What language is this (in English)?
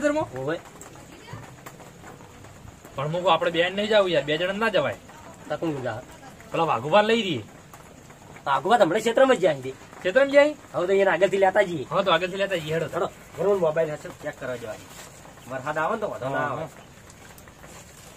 Gujarati